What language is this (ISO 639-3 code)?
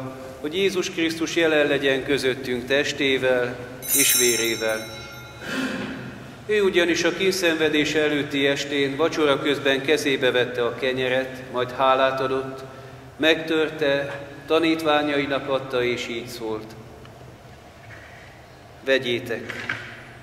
hun